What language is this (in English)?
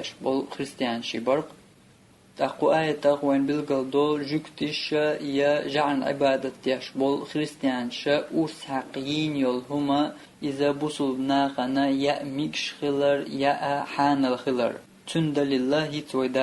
Chechen